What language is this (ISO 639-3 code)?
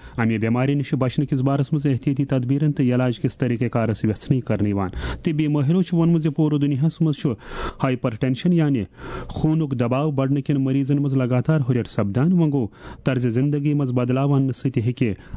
kas